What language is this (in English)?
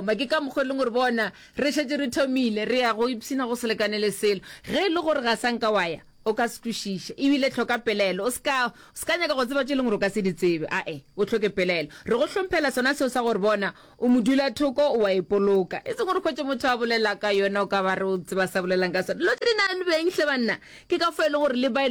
Northern Sotho